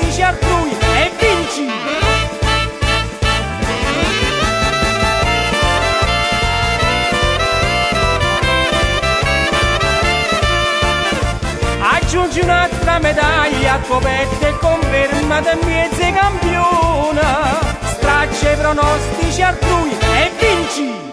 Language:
Italian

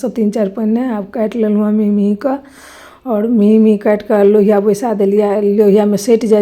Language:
Maithili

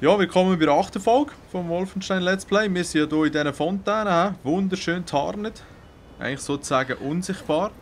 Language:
Swiss German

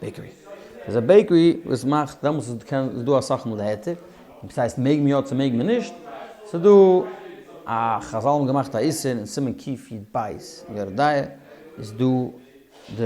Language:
Yiddish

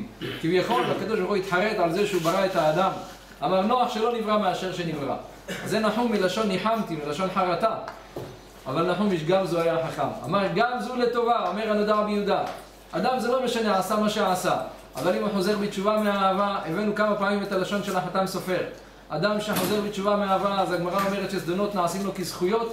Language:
Hebrew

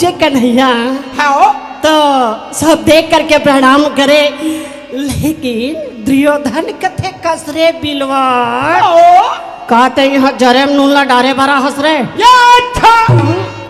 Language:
Chhattisgarhi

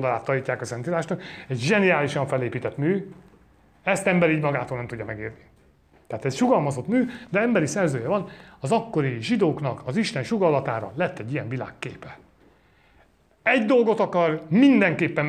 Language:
Hungarian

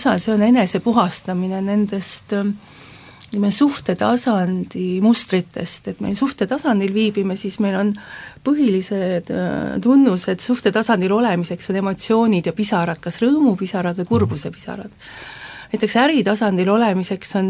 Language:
Estonian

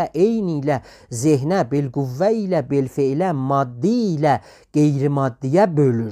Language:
South Azerbaijani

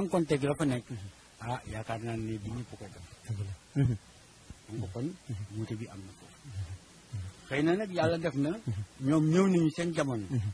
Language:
Wolof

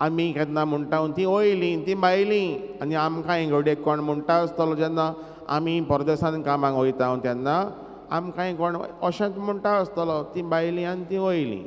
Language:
Konkani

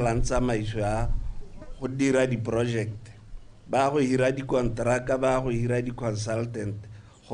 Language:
Tswana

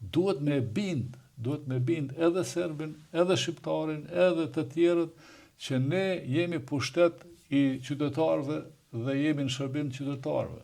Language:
Albanian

